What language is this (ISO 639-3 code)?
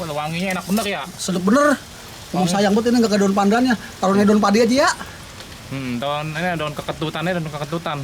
bew